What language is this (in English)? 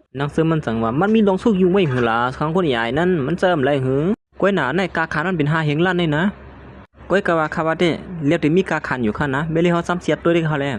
Shan